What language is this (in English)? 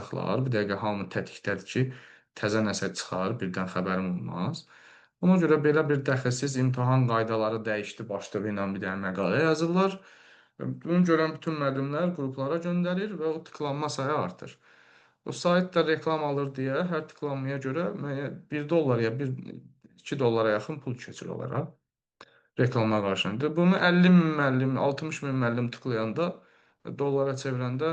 Azerbaijani